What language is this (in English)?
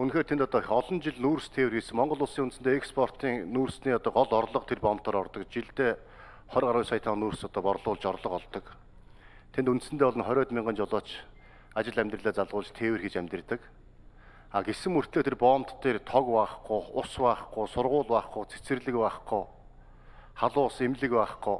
Mongolian